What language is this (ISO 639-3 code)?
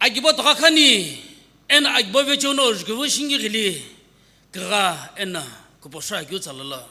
nsm